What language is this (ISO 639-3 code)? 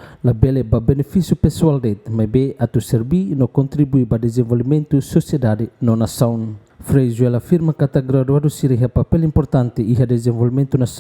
tet